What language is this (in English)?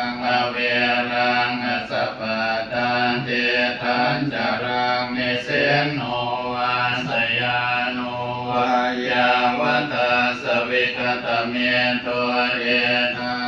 Pali